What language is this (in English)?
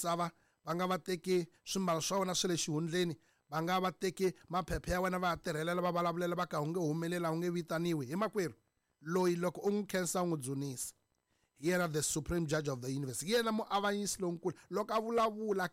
Tsonga